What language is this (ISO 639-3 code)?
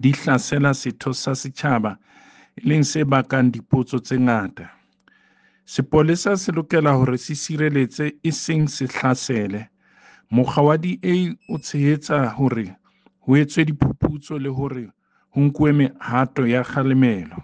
sot